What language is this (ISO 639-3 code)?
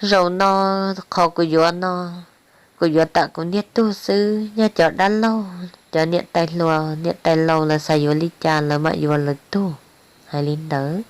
hmn